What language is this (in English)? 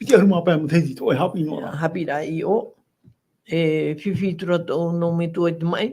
Tahitian